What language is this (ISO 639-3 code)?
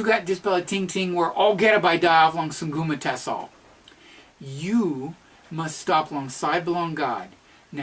tpi